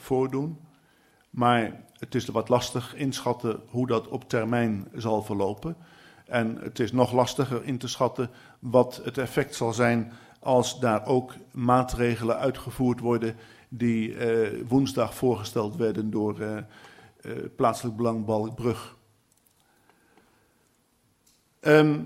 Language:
Dutch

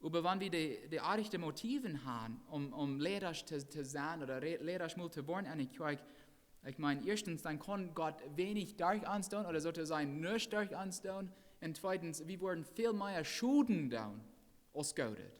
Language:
Plautdietsch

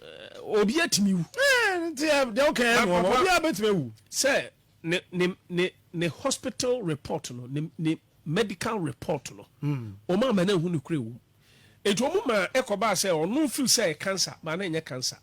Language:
Akan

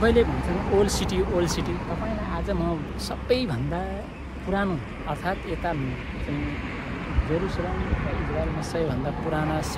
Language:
Nepali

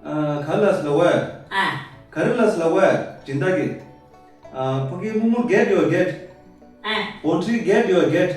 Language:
Tibetan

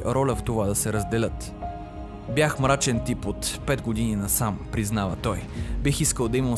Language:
Bulgarian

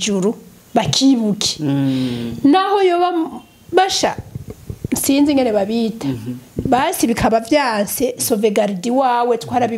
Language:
Rundi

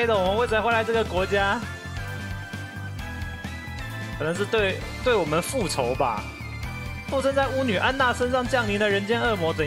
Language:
Chinese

